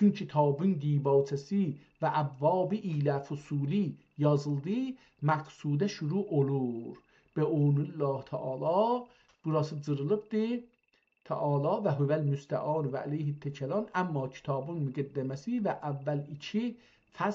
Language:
South Azerbaijani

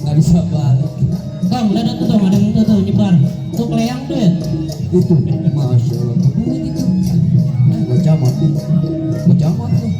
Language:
Betawi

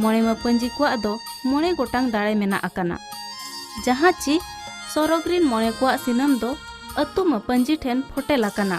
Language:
Santali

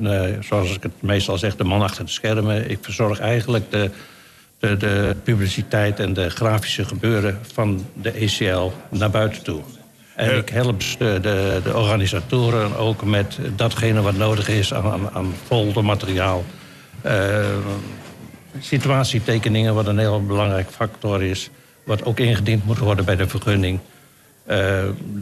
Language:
Dutch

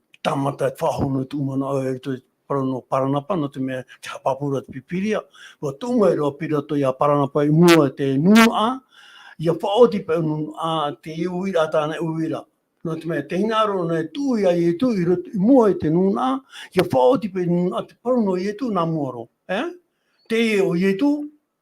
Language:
Tahitian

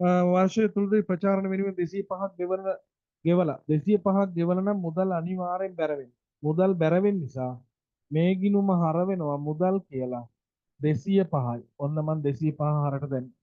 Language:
Sinhala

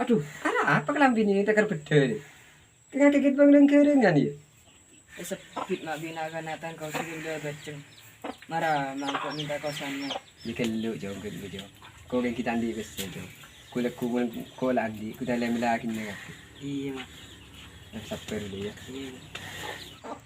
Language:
Madurese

